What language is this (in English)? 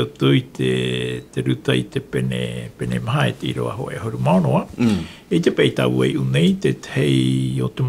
Tahitian